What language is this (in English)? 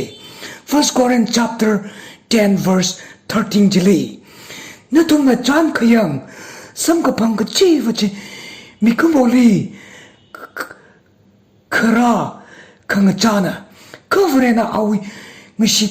Tangkhul Naga (India)